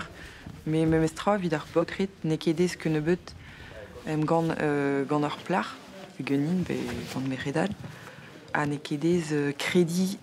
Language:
Breton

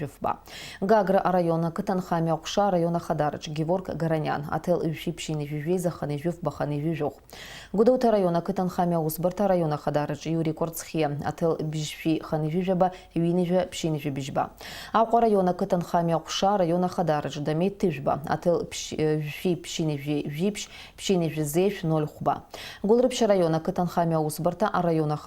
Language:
Abkhazian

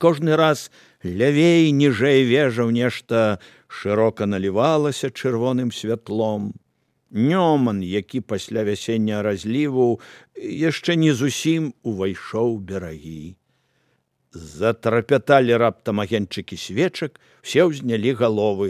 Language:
Belarusian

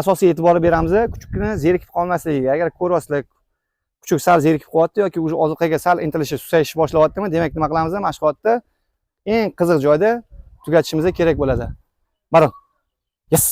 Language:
Uzbek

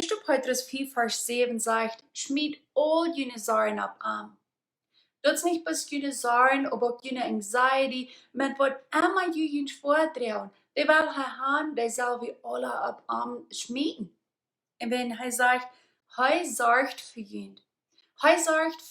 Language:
Plautdietsch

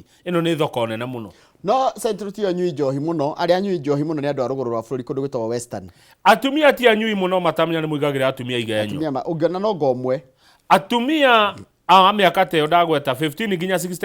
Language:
Kikuyu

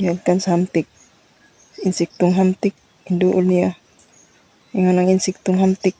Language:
Cebuano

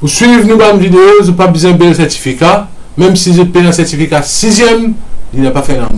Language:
Morisyen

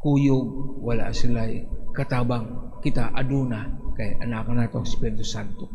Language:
Cebuano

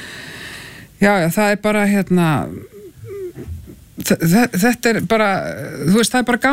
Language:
Icelandic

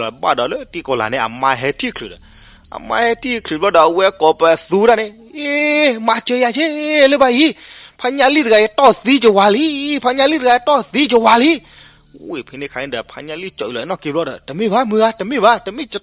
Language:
S'gaw Karen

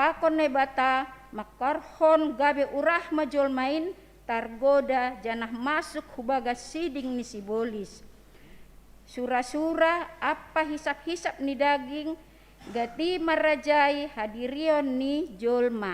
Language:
Batak Simalungun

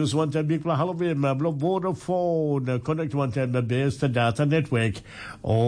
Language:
Tok Pisin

